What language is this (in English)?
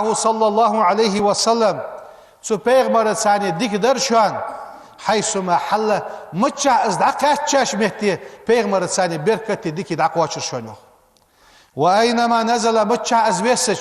Ingush